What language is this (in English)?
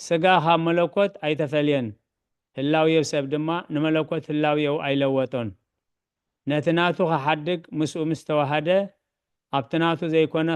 Tigrinya